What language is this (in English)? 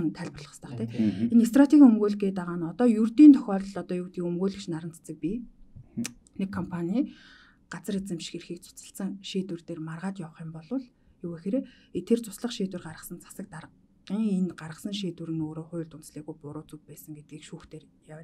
Mongolian